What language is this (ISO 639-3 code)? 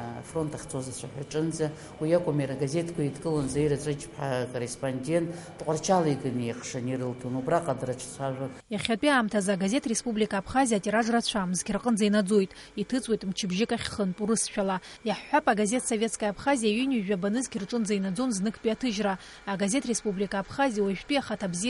abk